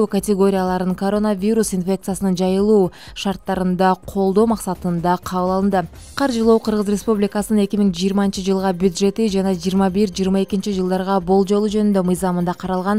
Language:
Kyrgyz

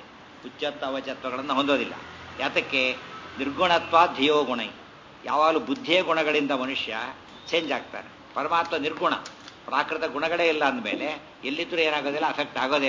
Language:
Kannada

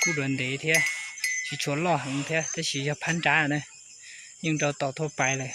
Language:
Hmong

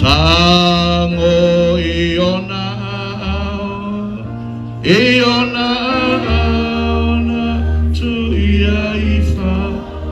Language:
Samoan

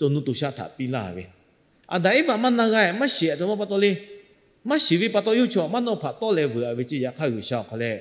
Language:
Lahu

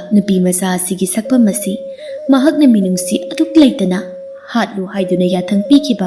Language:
Manipuri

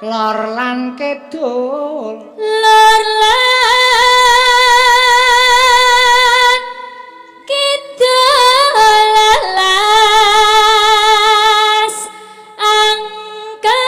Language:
Javanese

